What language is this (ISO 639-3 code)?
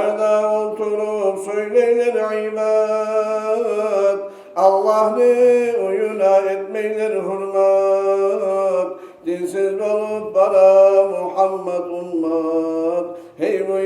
kum